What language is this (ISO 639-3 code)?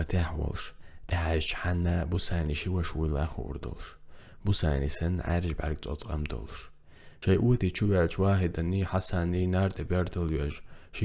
che